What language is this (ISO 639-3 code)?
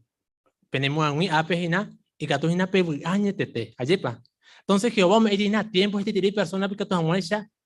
grn